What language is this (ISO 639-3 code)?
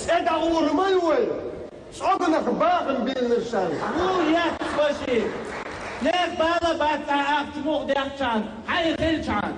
che